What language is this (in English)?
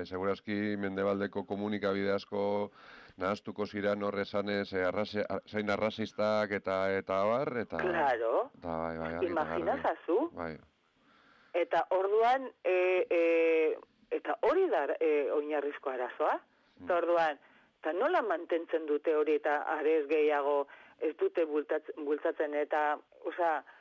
Basque